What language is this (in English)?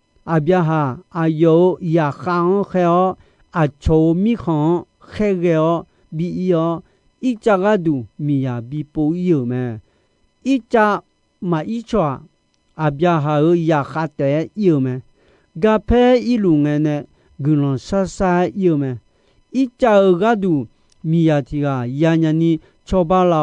Akha